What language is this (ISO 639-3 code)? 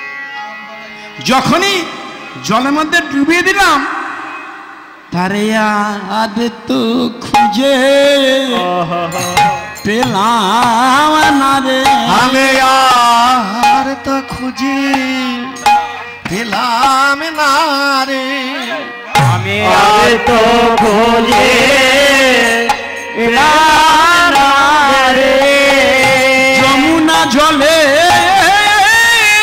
ben